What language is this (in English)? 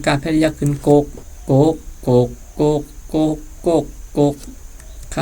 Shan